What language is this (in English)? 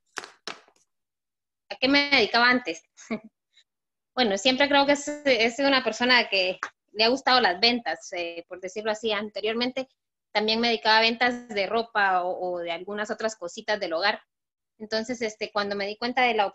Spanish